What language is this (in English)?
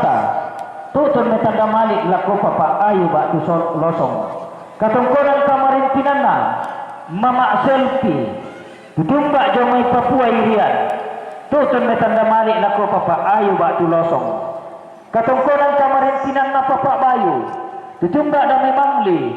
Toraja-Sa'dan